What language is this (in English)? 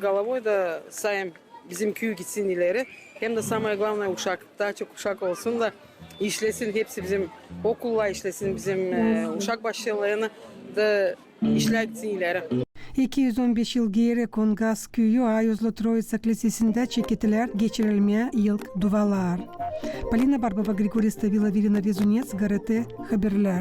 Gagauz